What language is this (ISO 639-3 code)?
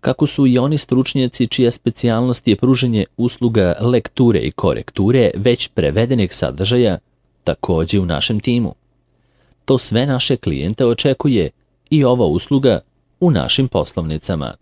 srp